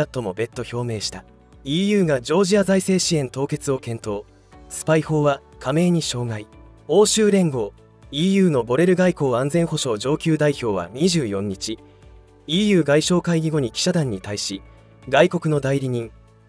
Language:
Japanese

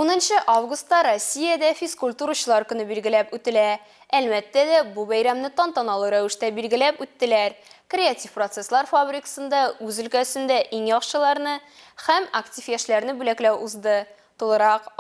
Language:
Tatar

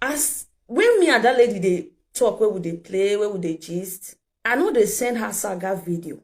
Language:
Nigerian Pidgin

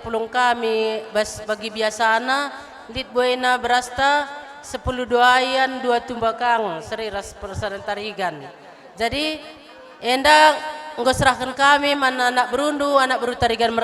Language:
Batak Karo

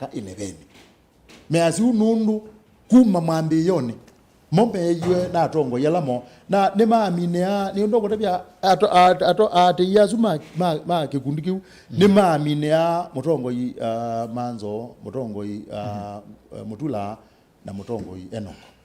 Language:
Kamba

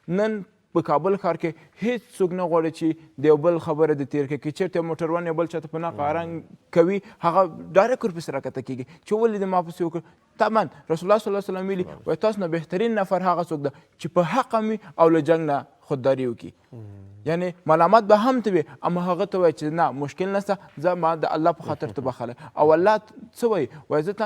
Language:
Pashto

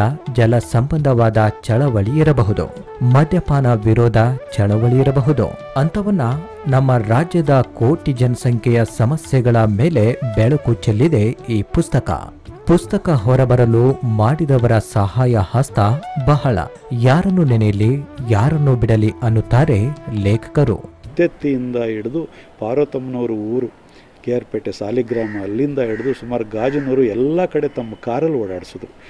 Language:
Kannada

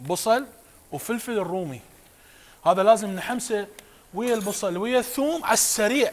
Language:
Mesopotamian Arabic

